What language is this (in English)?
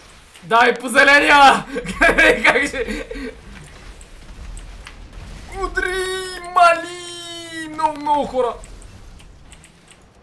Bulgarian